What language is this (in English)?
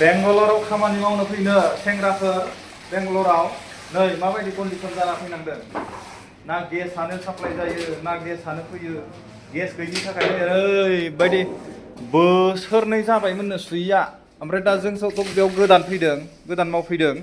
Bodo